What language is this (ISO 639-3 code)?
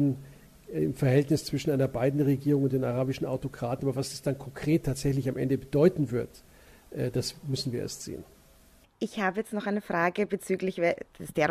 deu